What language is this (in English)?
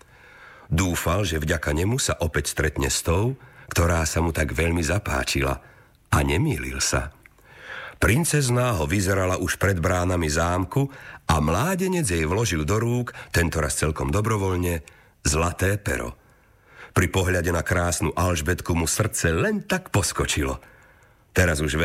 Slovak